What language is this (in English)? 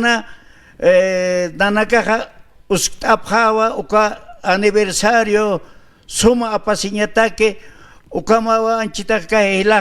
Aymara